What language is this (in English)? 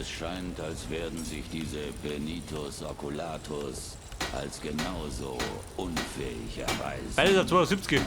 Bavarian